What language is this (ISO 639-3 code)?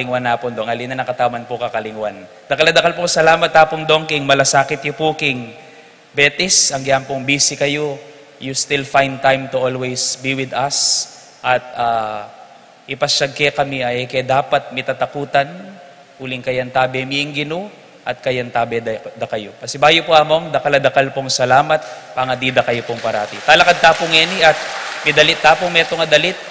pam